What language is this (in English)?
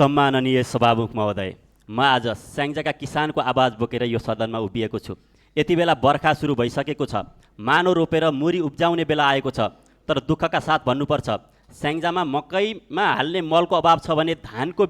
Nepali